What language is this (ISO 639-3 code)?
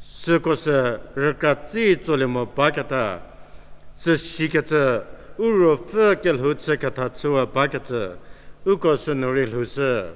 njm